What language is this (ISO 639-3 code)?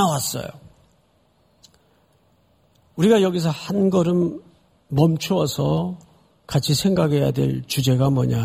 kor